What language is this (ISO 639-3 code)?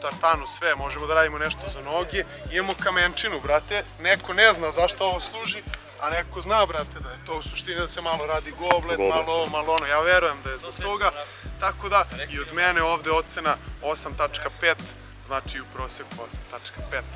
srp